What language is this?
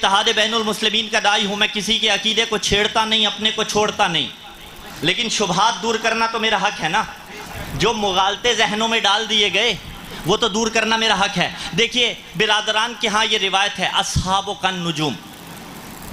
Urdu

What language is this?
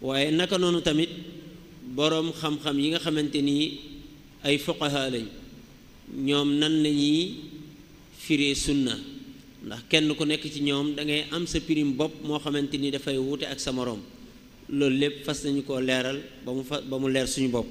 Wolof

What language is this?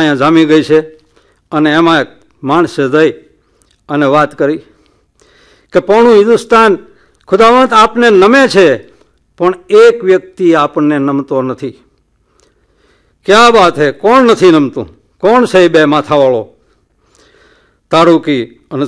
Gujarati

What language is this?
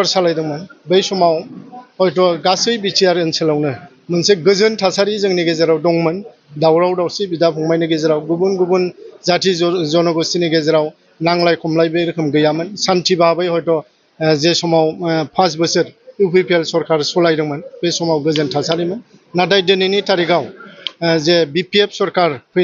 Bodo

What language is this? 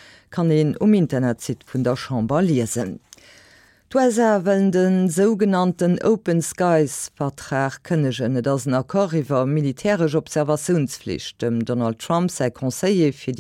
Luxembourgish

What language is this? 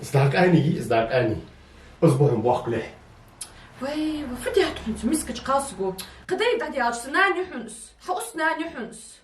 Ingush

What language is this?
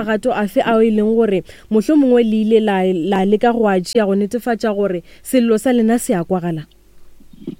Northern Sotho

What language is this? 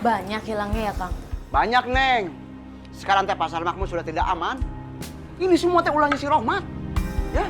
Betawi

